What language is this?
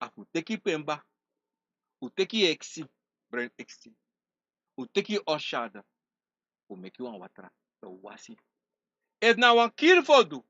Sranan Tongo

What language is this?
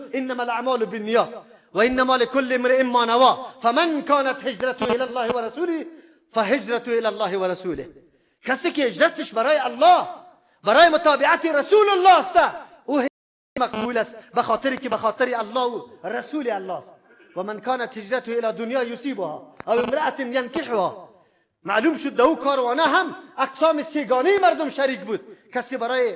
Persian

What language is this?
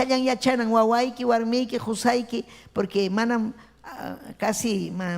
Ayacucho Quechua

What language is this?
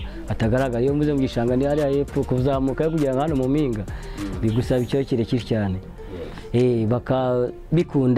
Kinyarwanda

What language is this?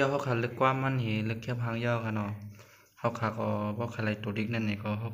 Shan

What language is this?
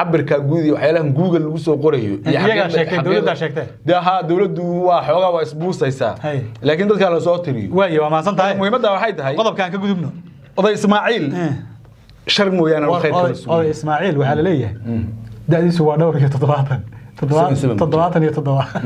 Somali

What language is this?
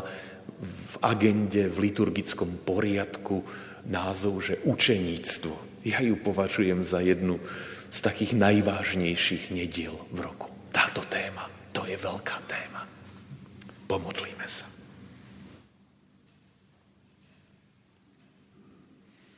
Slovak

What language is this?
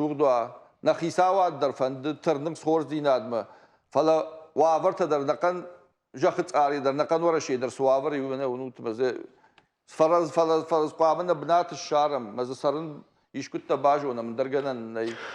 Ossetic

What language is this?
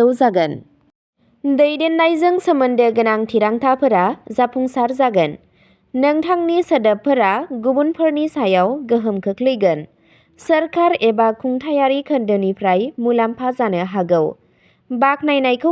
Bodo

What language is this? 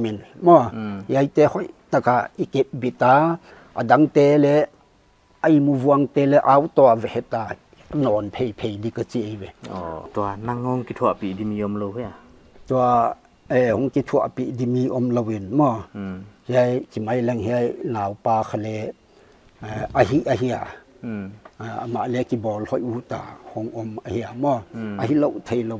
Paite Chin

